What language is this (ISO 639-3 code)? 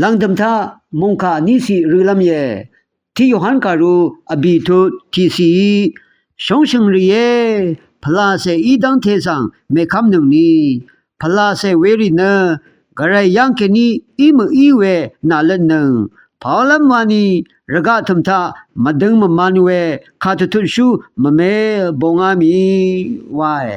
raw